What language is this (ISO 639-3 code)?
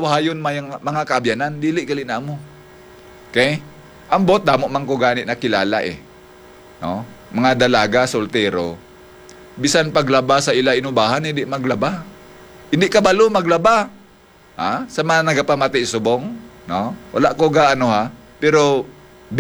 hil